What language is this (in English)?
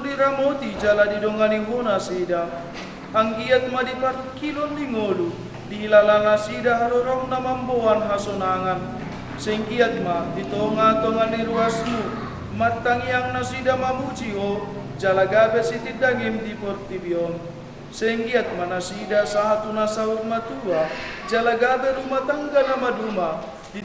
Batak Toba